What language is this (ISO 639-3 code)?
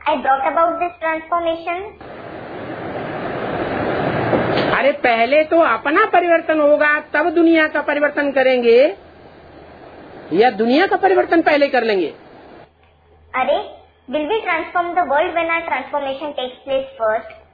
hin